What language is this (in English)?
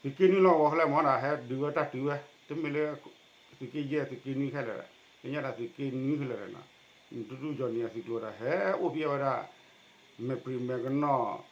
S'gaw Karen